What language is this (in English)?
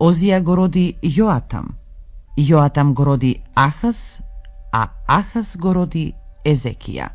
Macedonian